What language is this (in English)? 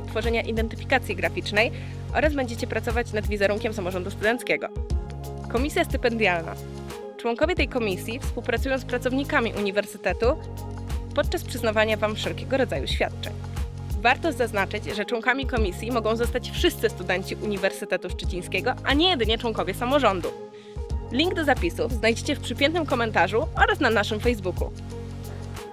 Polish